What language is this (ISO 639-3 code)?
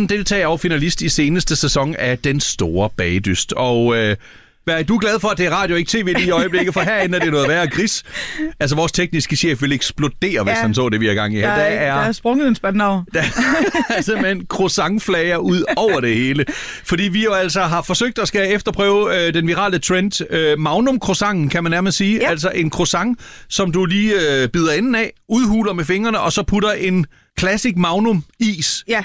dan